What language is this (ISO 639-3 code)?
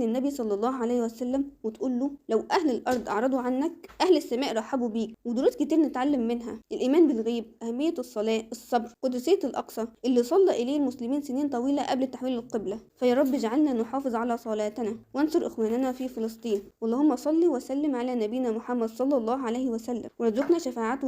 arz